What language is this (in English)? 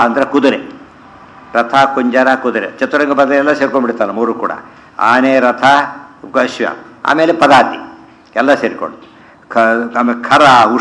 Kannada